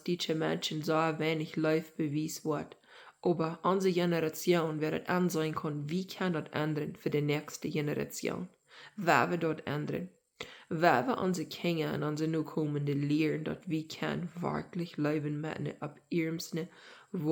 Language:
Plautdietsch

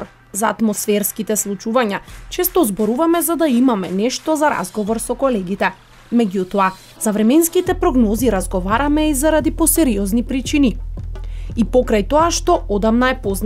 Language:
Macedonian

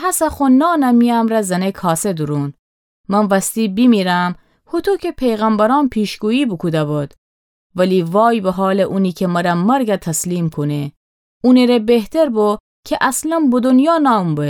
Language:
Gilaki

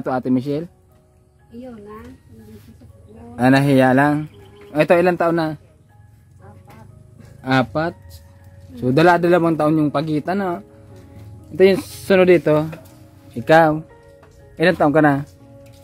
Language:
Filipino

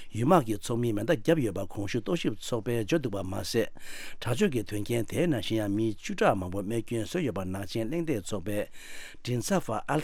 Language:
Tibetan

